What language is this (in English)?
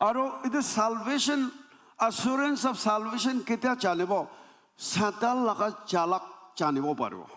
Naga Pidgin